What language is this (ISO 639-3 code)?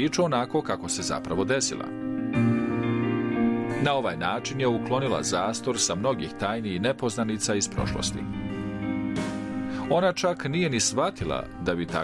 bos